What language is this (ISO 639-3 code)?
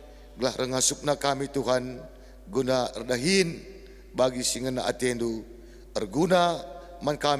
btx